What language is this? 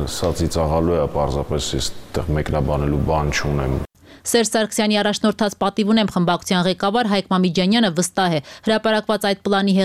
Armenian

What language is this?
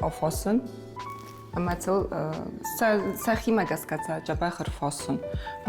Ossetic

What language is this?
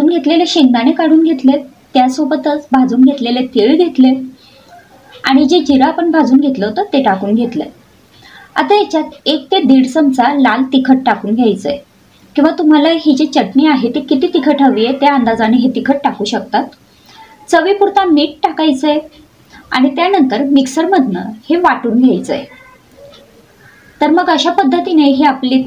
Marathi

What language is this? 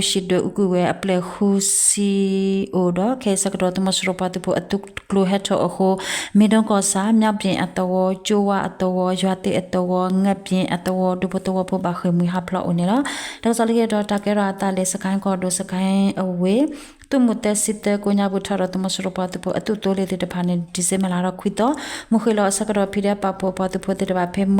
S'gaw Karen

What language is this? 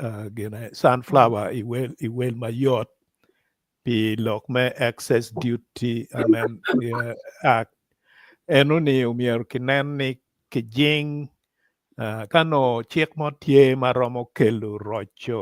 Acoli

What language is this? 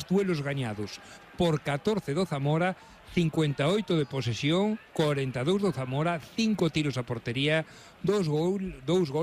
Galician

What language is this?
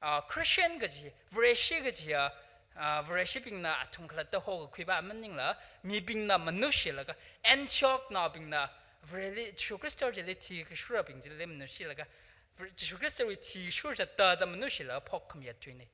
Tangkhul Naga (India)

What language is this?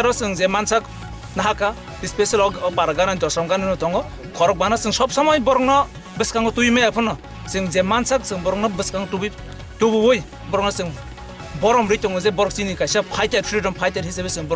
Kok Borok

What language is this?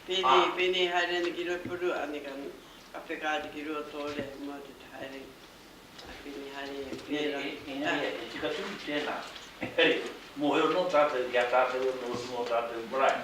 Māori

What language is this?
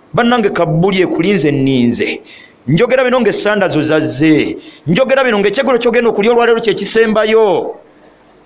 Ganda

